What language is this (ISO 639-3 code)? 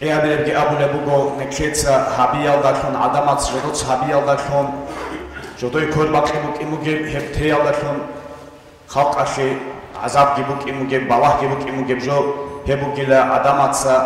ava